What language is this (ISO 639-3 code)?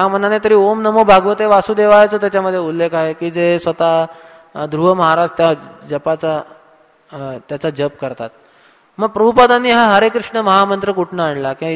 mar